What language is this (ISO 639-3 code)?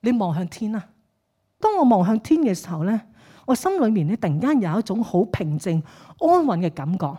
yue